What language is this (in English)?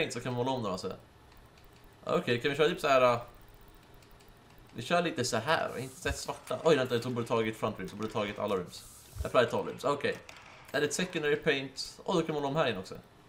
Swedish